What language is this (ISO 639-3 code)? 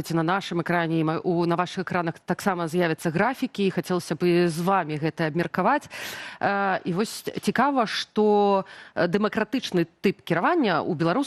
bel